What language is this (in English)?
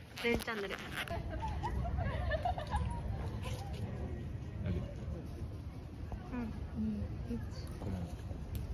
Japanese